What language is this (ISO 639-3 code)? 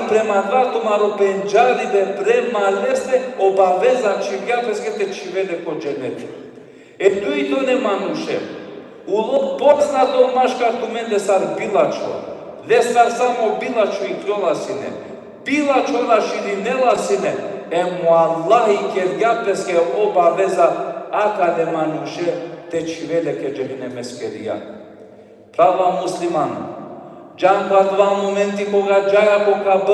rmn